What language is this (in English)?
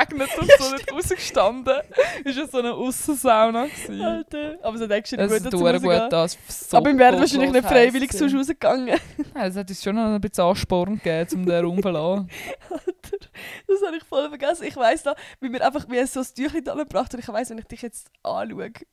Swiss German